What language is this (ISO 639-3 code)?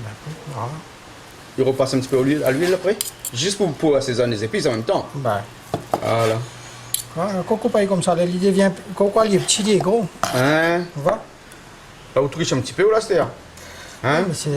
rcf